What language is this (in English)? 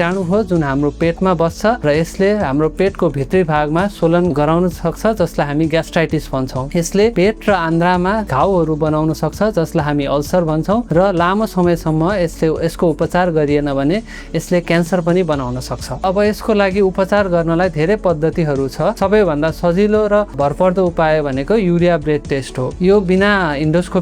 Nepali